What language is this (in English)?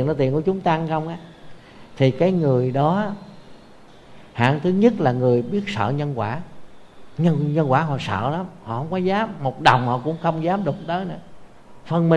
Vietnamese